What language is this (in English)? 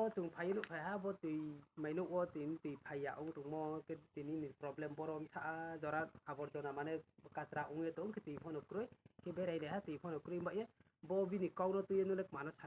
Riang (India)